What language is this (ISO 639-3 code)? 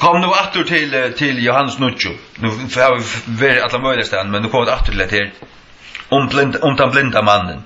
fao